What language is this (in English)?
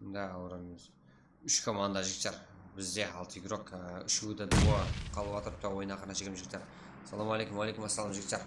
Kara-Kalpak